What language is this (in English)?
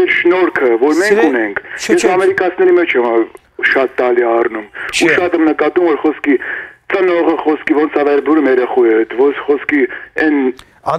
Western Armenian